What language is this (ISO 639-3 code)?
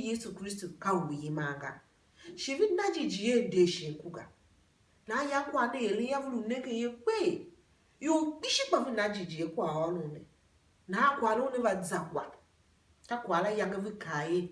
tiv